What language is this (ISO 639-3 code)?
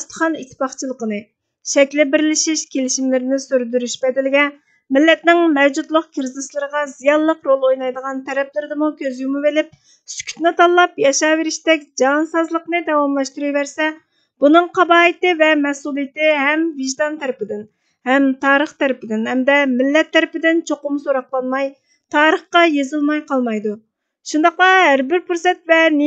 uig